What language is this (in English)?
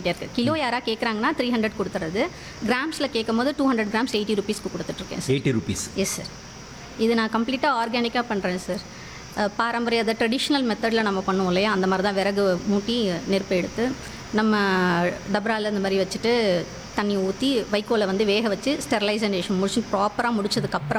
Tamil